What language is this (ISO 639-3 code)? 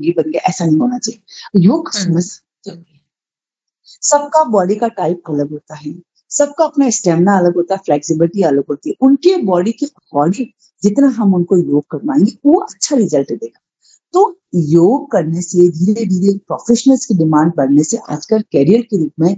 hin